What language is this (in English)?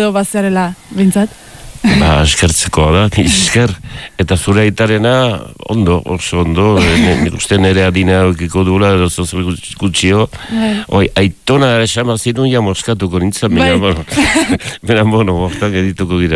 Basque